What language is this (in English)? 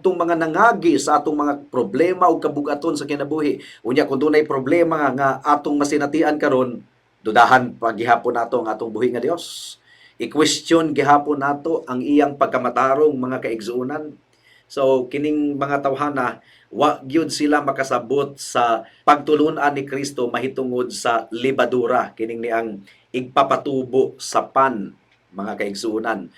Cebuano